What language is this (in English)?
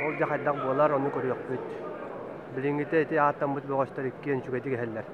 Yakut